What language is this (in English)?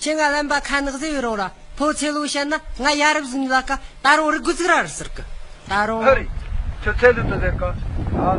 Tibetan